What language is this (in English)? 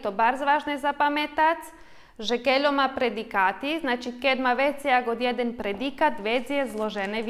Rusyn